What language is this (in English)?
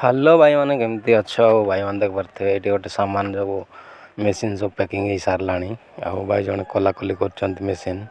Odia